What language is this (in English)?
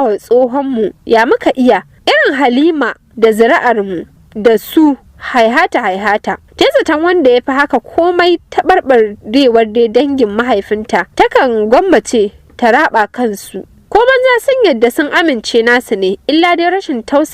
Hausa